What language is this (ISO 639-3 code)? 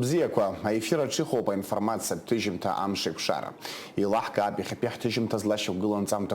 abk